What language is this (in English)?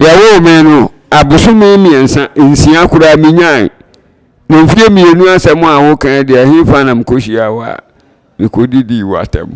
Akan